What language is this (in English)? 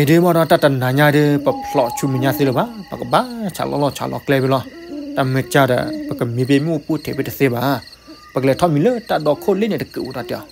S'gaw Karen